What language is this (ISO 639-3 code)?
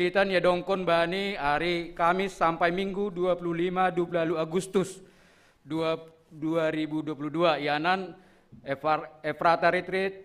bts